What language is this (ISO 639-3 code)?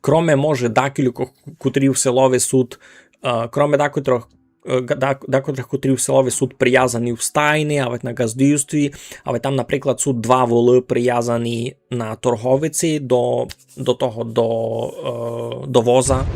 rue